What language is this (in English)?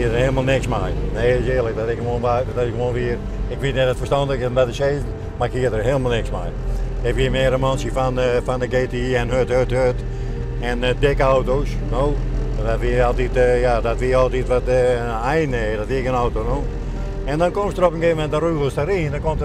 Western Frisian